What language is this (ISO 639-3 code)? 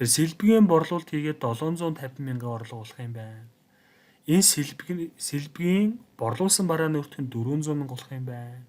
mon